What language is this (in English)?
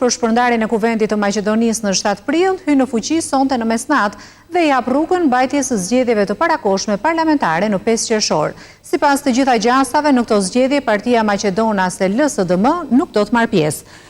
Albanian